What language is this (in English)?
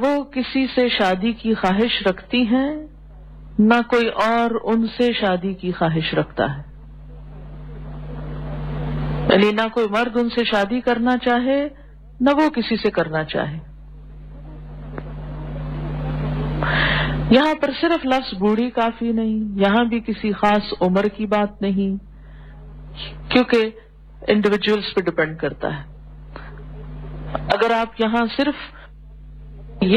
Urdu